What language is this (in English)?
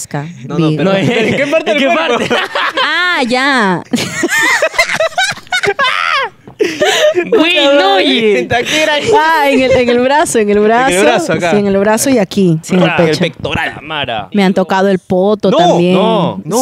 Spanish